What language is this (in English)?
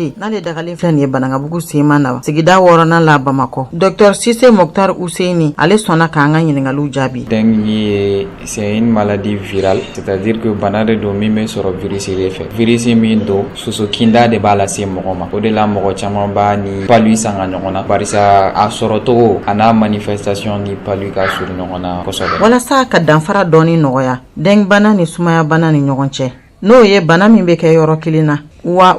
Bambara